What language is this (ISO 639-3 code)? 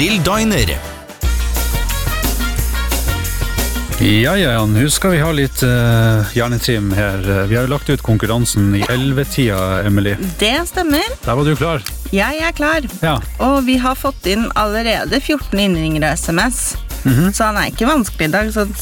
nor